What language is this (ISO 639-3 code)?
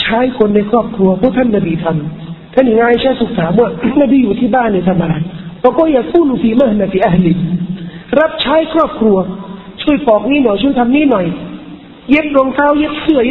tha